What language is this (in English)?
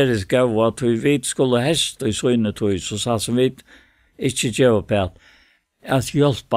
Faroese